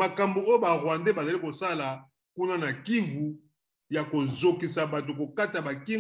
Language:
Lingala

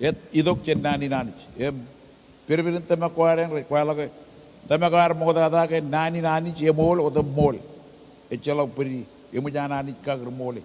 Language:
Marshallese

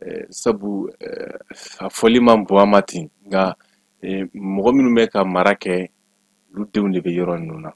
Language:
Bambara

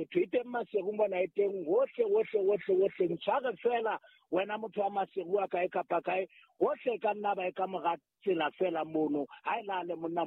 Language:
Southern Sotho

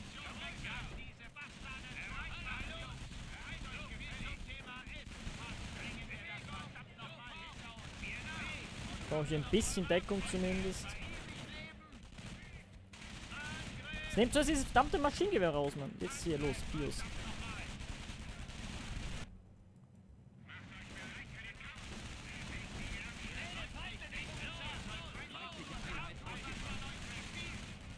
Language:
German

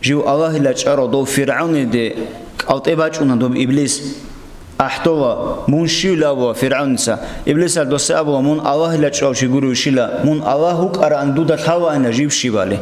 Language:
Avaric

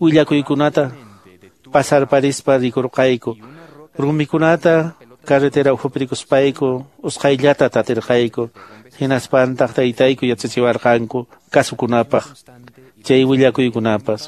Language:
Quechua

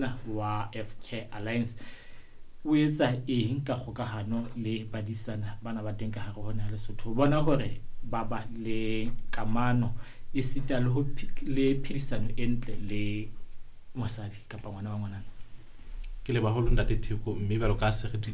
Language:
Southern Sotho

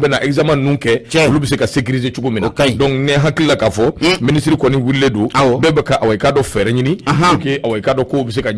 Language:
Bambara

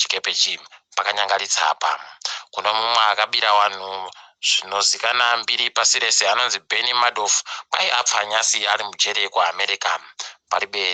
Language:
Ndau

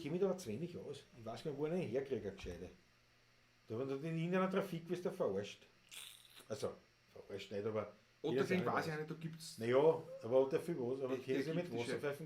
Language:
Bavarian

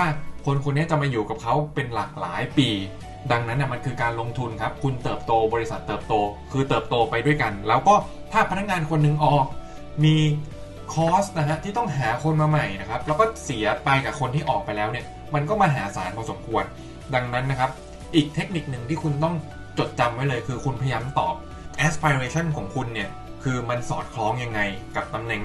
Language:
Thai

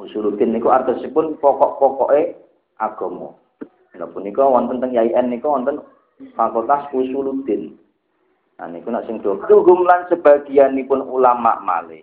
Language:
Javanese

